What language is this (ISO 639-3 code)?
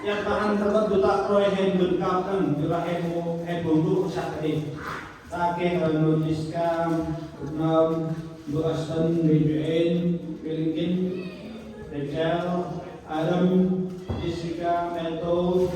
cmo